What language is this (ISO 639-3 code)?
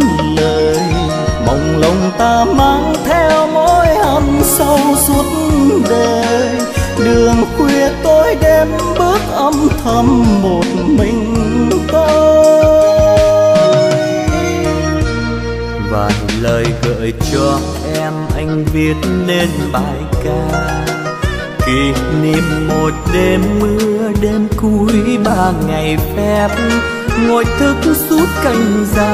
vie